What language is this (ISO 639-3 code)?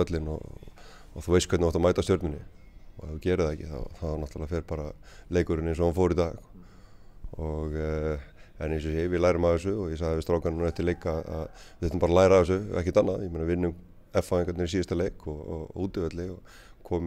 isl